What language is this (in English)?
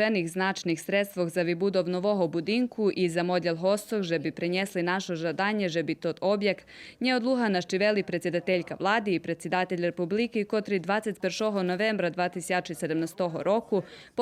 Rusyn